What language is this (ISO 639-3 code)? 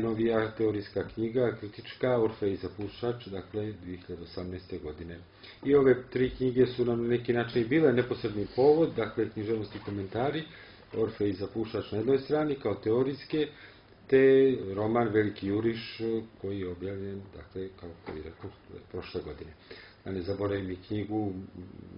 srp